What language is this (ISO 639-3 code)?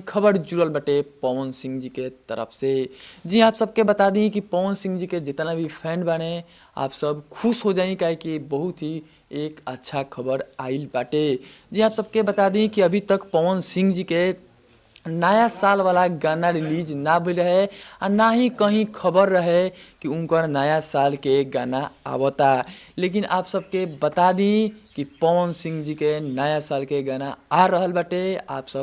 bho